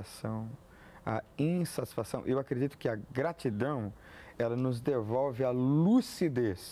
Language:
Portuguese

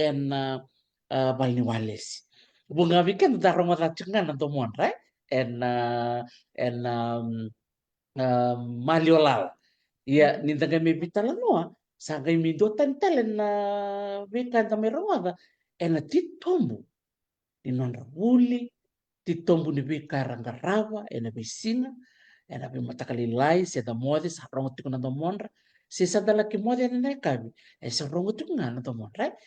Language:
Fijian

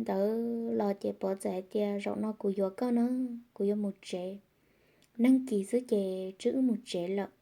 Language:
Hmong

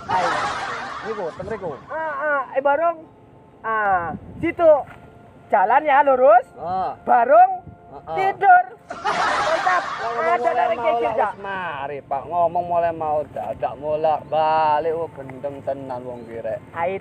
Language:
Madurese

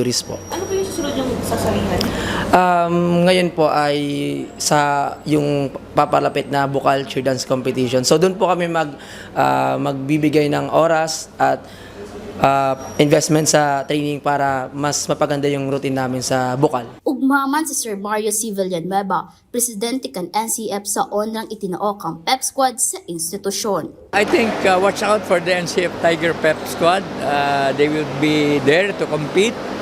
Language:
Bikol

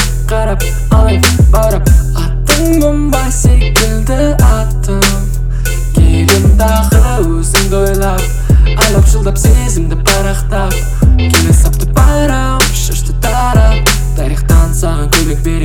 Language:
Kazakh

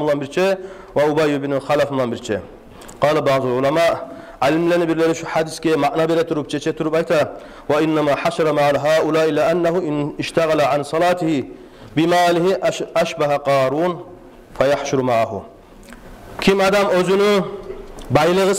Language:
Kumyk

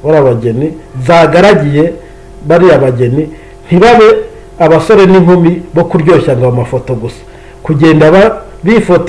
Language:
Kinyarwanda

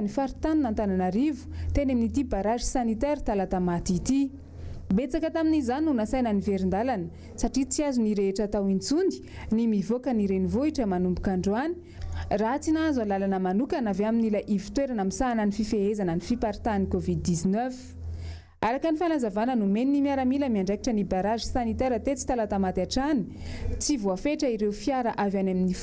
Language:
Malagasy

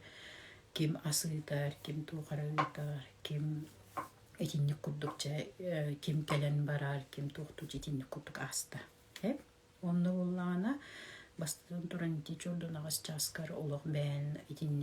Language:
Yakut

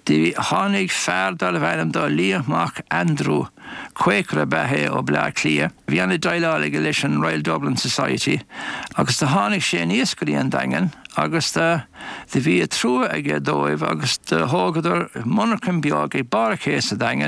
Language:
Irish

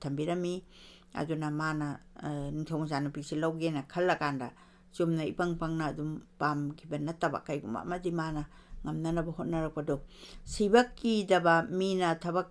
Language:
Manipuri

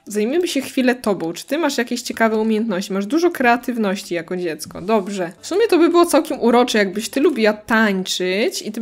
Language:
Polish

